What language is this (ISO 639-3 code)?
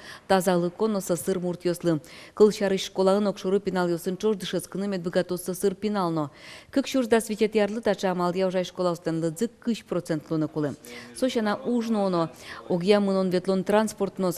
udm